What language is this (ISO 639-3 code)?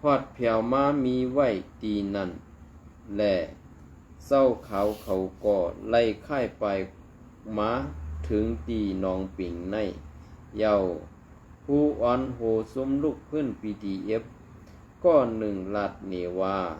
shn